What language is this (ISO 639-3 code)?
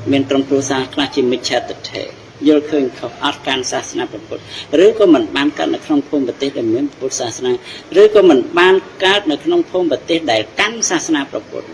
khm